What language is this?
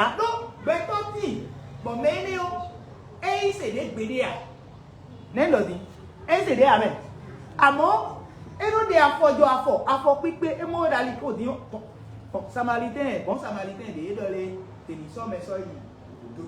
Fon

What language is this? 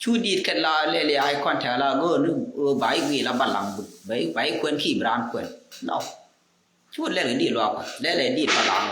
Nuer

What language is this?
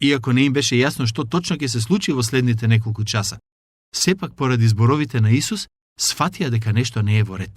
Macedonian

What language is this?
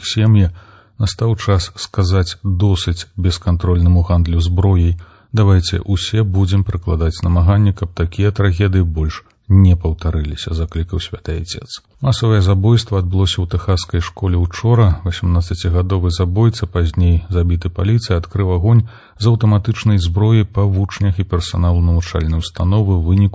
Belarusian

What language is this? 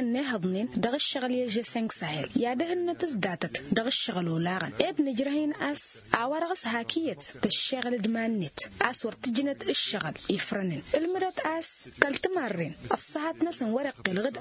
Tamasheq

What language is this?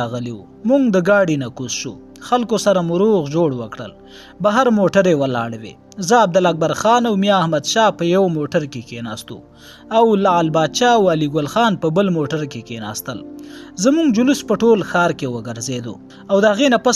Pashto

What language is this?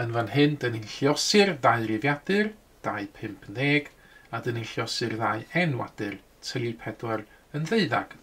Welsh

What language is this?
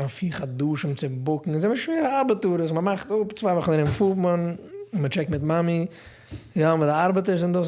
Yiddish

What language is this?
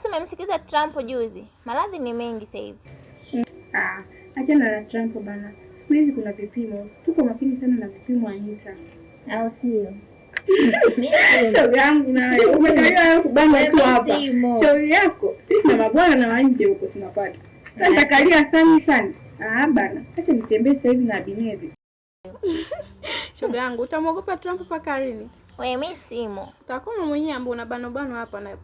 Swahili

